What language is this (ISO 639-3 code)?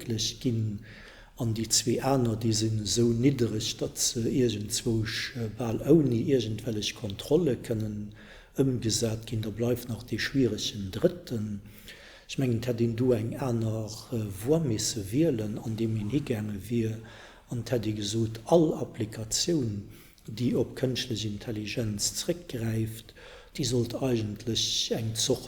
ltz